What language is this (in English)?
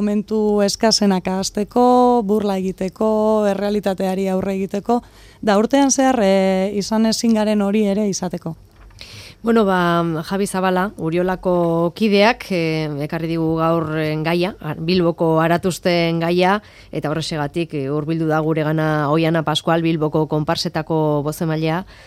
Basque